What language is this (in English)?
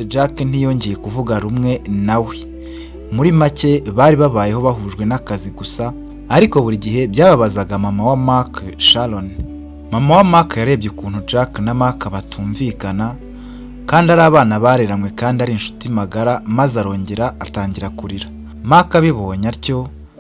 Kinyarwanda